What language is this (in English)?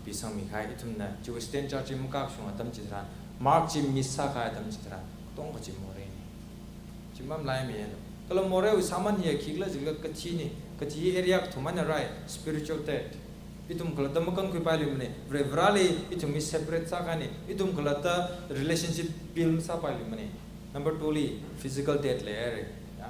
Tangkhul Naga (India)